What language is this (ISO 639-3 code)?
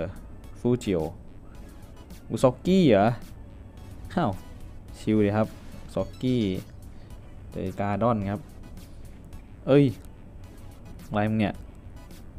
tha